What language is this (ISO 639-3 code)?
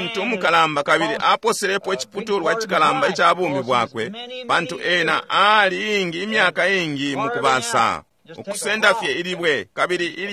bem